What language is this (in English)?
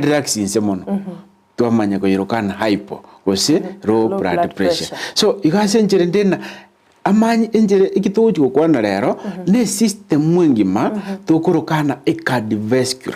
Gusii